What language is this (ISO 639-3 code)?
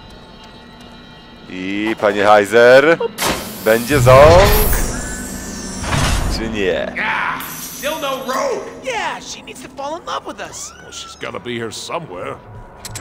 pol